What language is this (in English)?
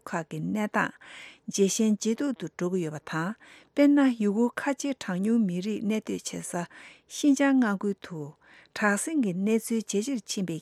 Tibetan